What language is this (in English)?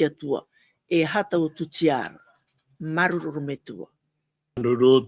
Tahitian